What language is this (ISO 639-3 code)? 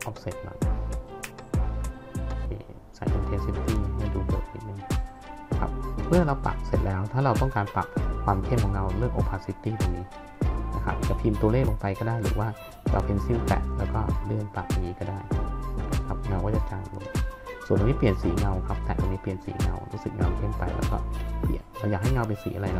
tha